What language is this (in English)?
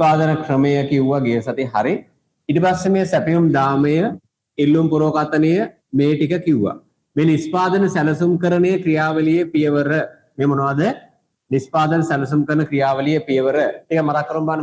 Sinhala